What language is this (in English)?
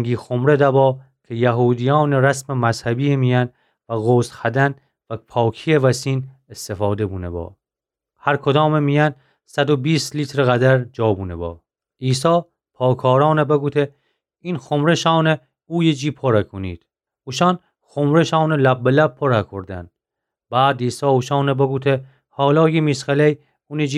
Gilaki